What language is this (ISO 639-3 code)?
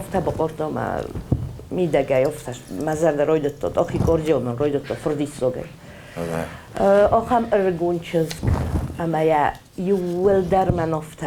oss